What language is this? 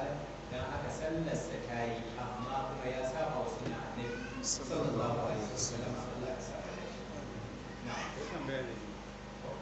Hausa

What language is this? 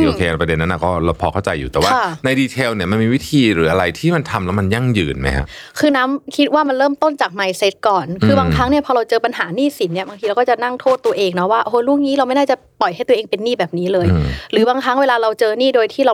Thai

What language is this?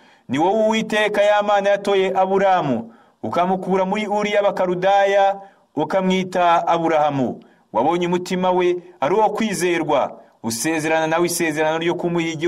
Kinyarwanda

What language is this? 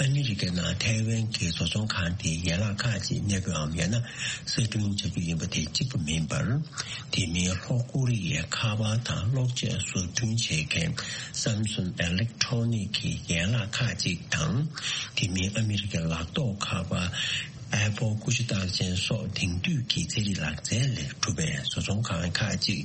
Tibetan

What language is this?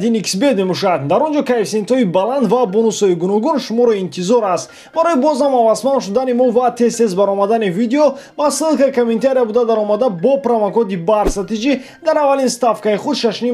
Tajik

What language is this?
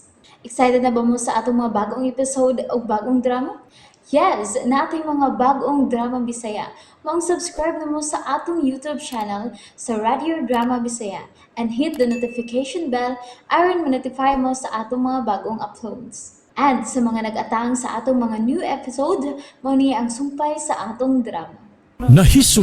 Cebuano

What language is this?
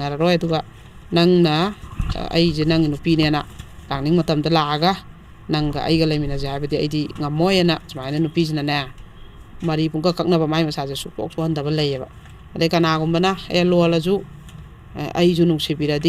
Manipuri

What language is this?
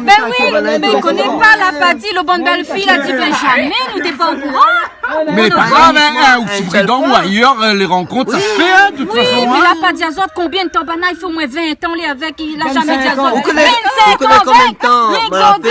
Réunion Creole French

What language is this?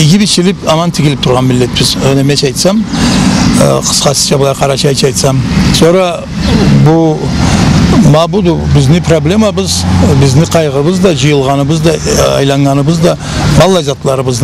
Karachay-Balkar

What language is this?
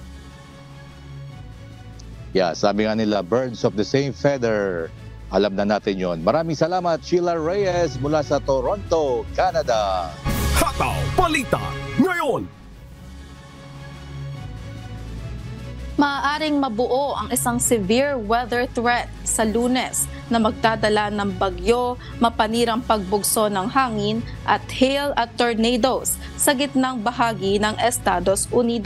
Filipino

